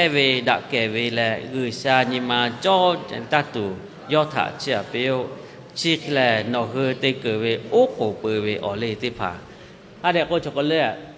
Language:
Lahu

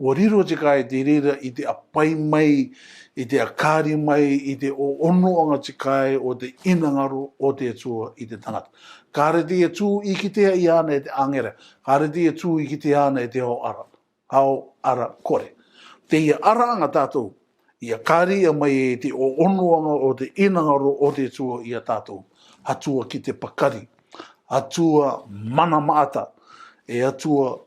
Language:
Rarotongan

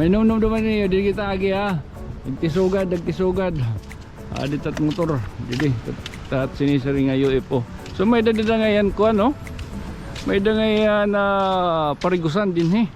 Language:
Waray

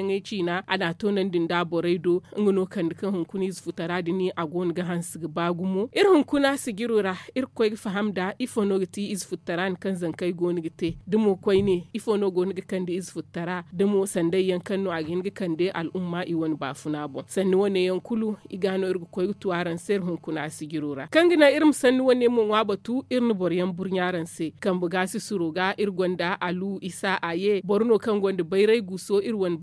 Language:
Zarma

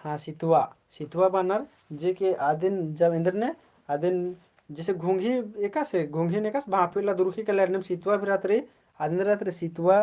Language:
Kurukh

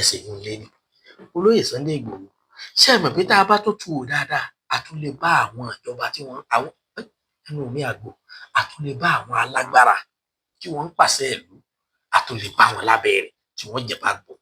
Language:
Yoruba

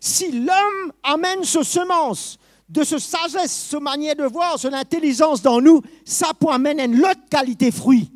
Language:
Morisyen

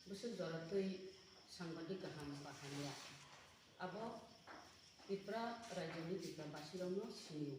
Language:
Kok Borok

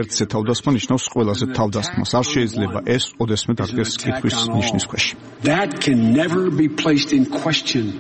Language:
Georgian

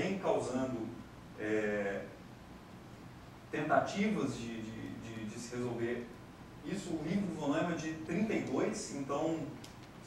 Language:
Portuguese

